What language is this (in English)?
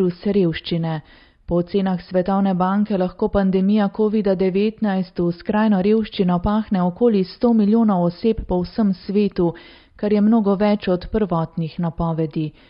Slovenian